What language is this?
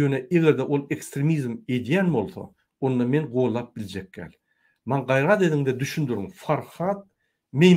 Turkmen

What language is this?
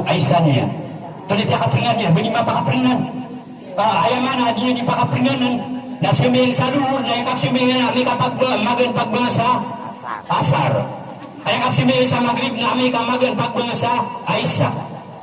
Maranao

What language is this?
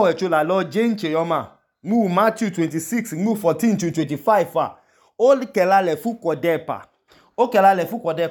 Idoma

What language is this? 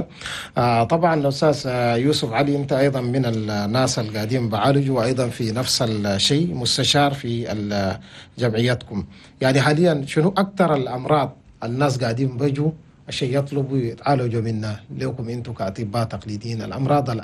Chadian Arabic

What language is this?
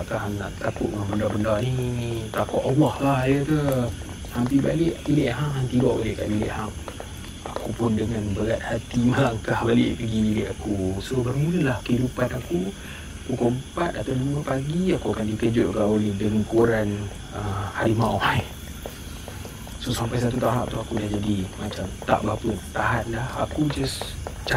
Malay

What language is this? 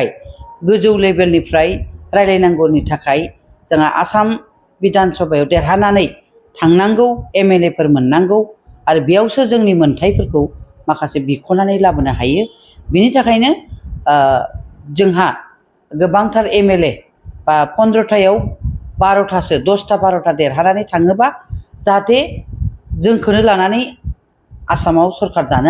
Bodo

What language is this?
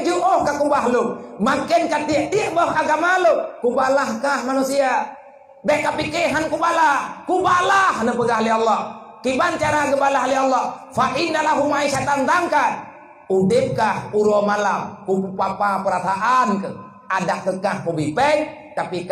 Achinese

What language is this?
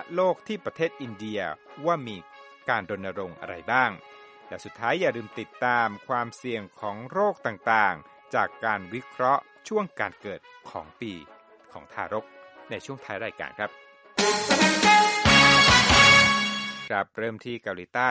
Thai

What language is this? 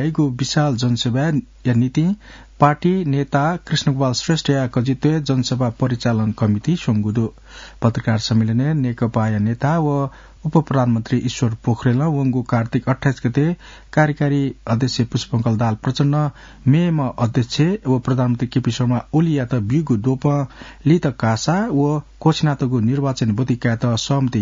Newari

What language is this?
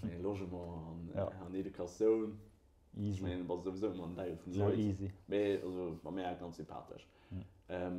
Luxembourgish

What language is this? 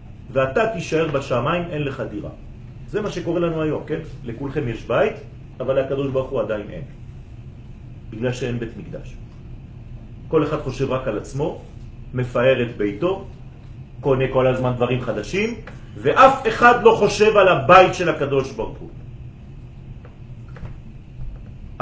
Hebrew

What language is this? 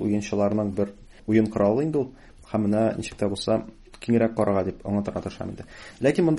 Tatar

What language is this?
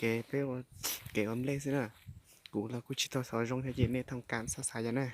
Hmong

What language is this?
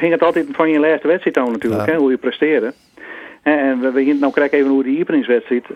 Western Frisian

